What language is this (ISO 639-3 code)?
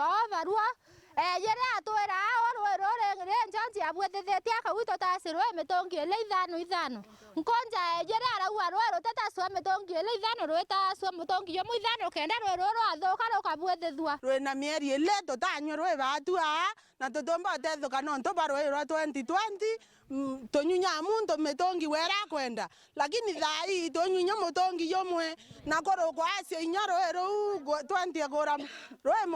mer